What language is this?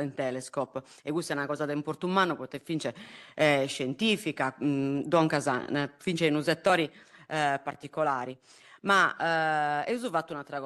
Sardinian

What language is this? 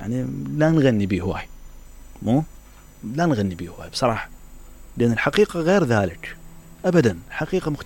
Mesopotamian Arabic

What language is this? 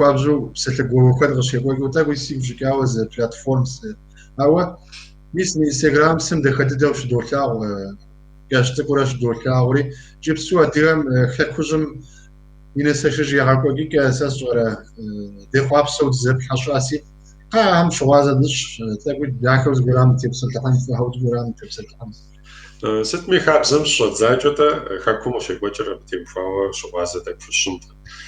Kabardian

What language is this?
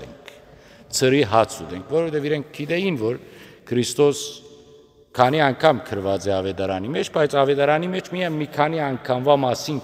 Western Armenian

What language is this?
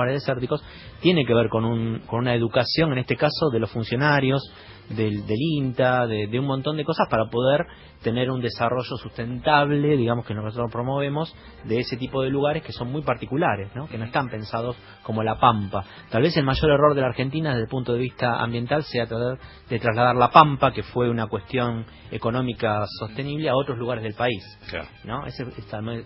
Spanish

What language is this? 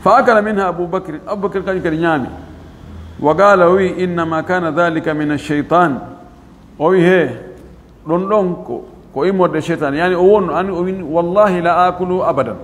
Fula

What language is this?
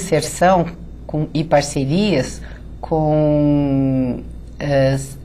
Portuguese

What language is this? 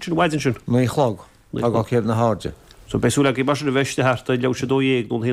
Irish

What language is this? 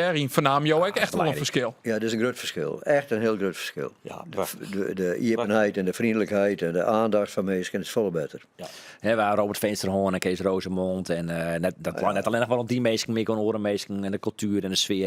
Western Frisian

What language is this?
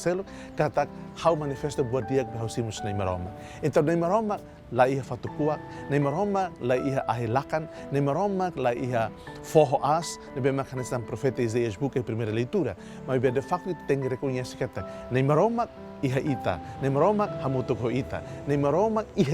Tetum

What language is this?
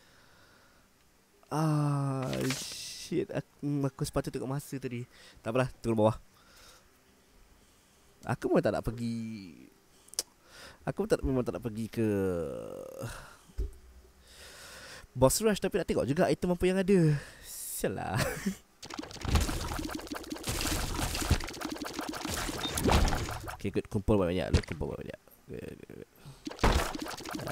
Malay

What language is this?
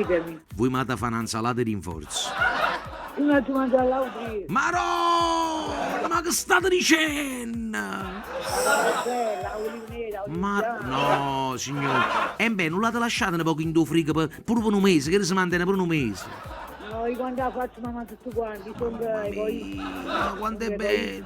Neapolitan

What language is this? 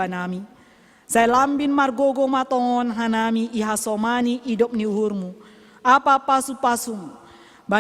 Batak Simalungun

